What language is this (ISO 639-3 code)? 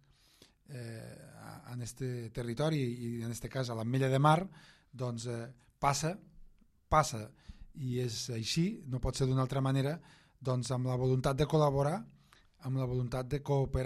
cat